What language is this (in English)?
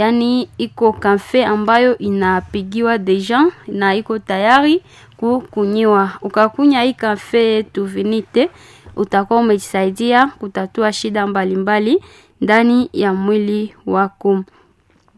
Swahili